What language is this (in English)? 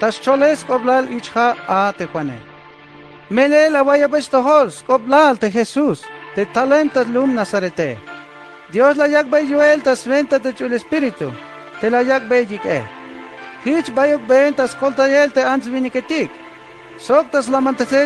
Tzeltal